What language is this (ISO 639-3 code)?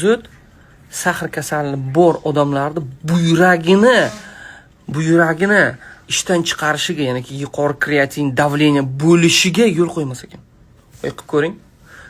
uzb